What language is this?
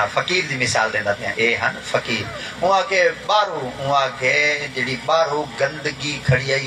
Saraiki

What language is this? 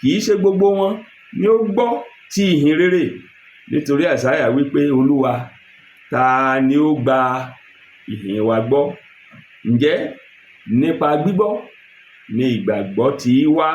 Yoruba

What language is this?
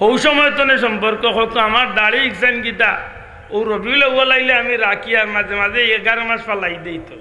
Sylheti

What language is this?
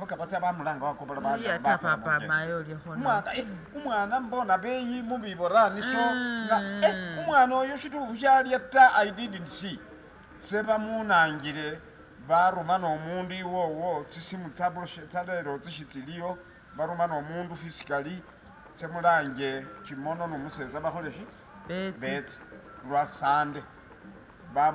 Masaaba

